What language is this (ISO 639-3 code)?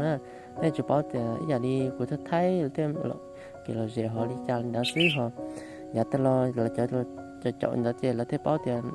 hmn